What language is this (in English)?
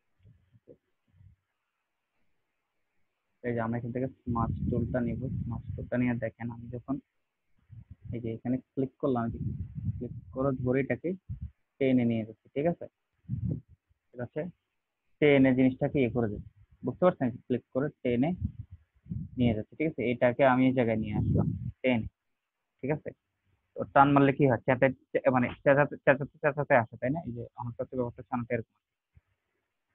Bangla